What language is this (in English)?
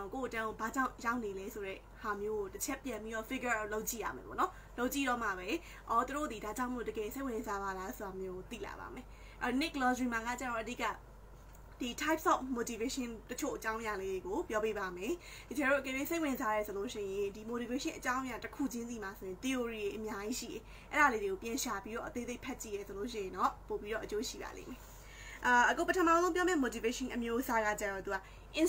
Burmese